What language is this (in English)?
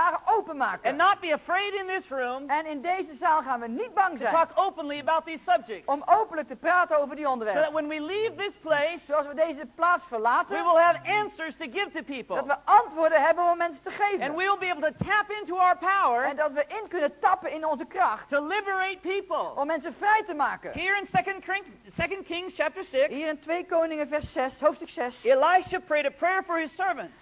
Dutch